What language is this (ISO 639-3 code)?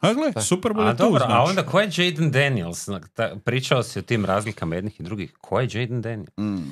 hrv